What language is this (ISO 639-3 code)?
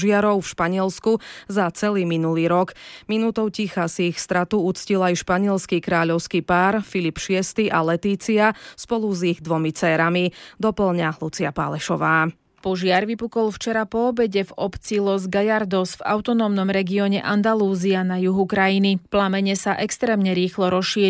slk